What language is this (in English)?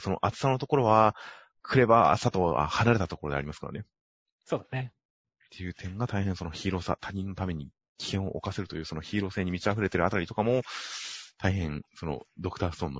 Japanese